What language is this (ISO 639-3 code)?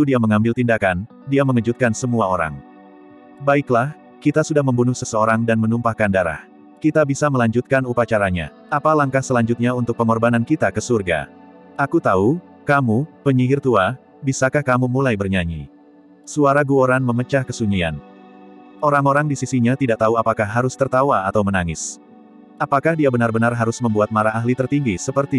ind